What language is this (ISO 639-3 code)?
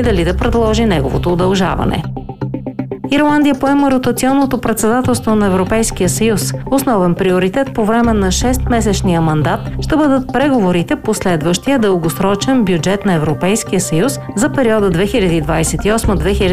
bul